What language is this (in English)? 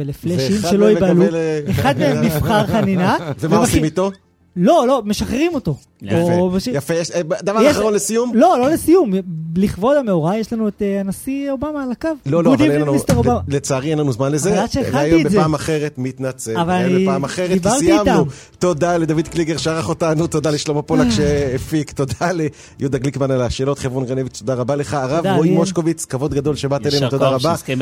Hebrew